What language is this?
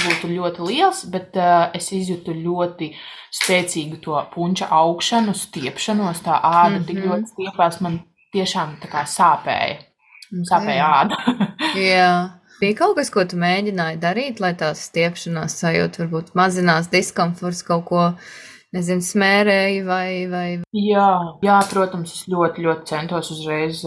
Latvian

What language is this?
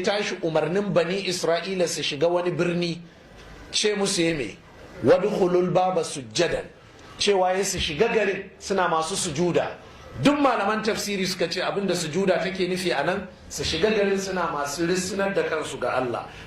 Hausa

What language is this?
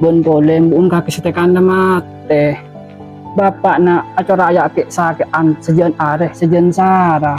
Madurese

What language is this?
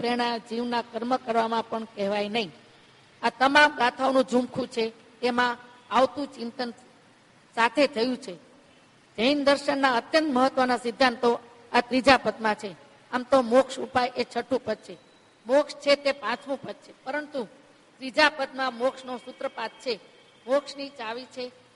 Gujarati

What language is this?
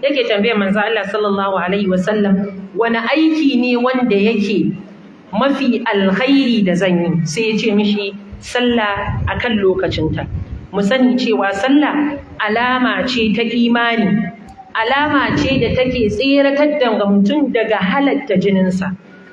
Hausa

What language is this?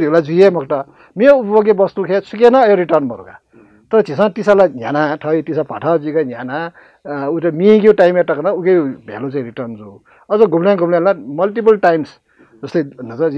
Newari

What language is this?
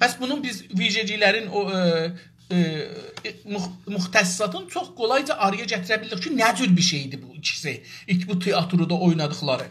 South Azerbaijani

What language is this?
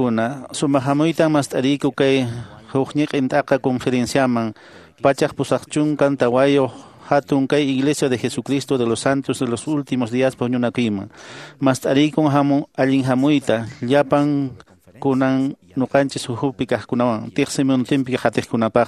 Quechua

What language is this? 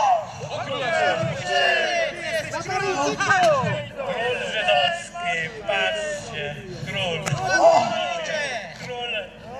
Polish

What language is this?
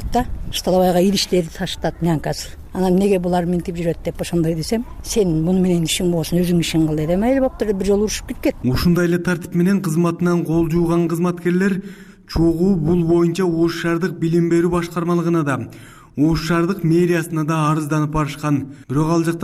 Kyrgyz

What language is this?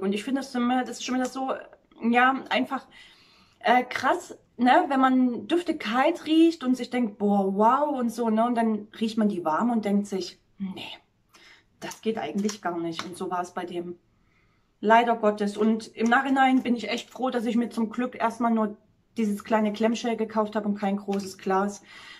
German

